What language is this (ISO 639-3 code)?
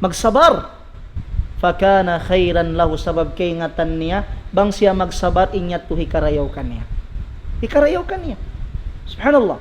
tsg